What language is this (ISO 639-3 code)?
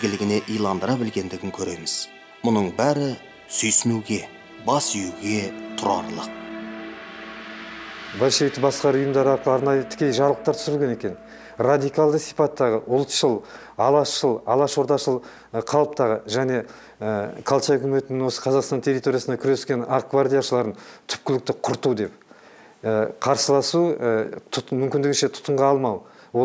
kaz